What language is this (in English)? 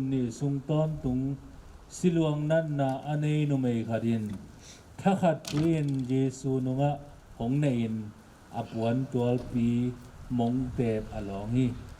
Tedim Chin